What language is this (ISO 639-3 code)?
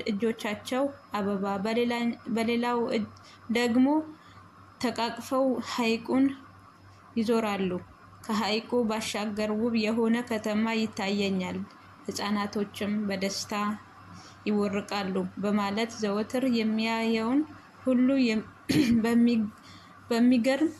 amh